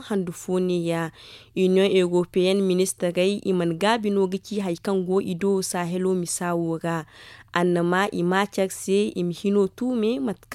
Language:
Zarma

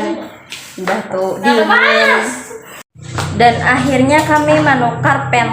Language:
Banjar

